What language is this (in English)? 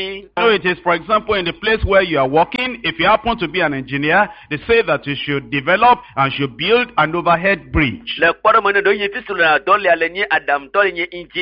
Ewe